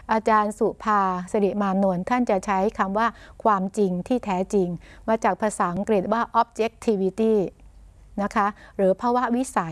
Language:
Thai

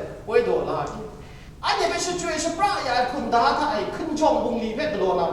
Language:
Kachin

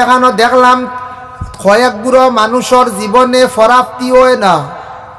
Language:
Sylheti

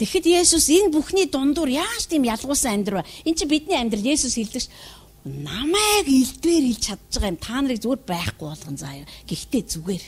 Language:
Mongolian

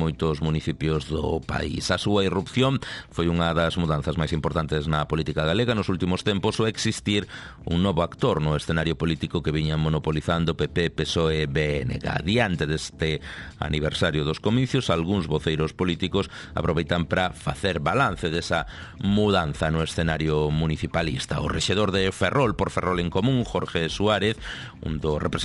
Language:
Galician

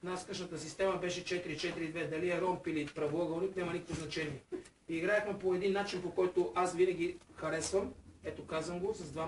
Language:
Bulgarian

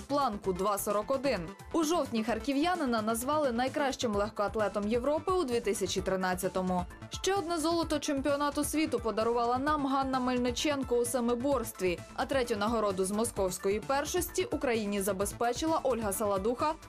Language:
Ukrainian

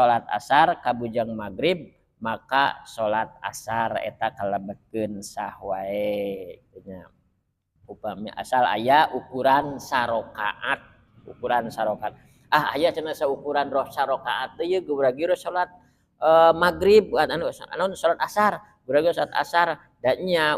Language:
Sundanese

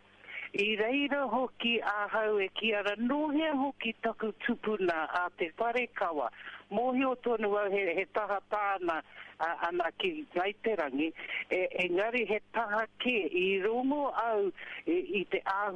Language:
Māori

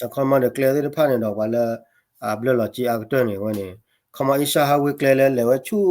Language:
S'gaw Karen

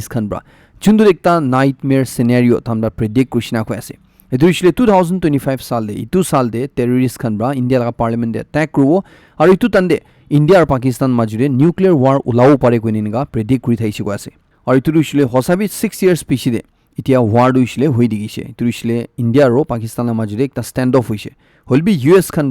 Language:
Naga Pidgin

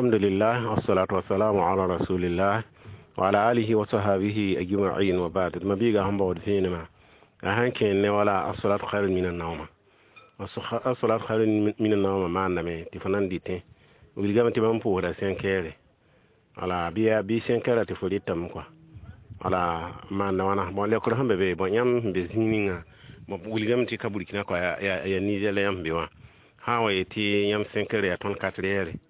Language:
Mossi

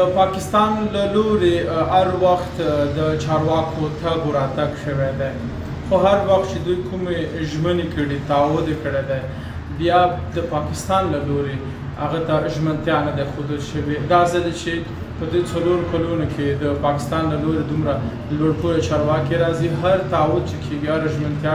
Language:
Pashto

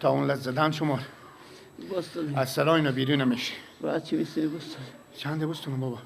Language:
Persian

